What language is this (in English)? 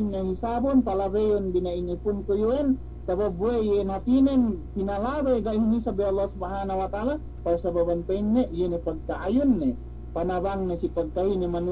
Yakan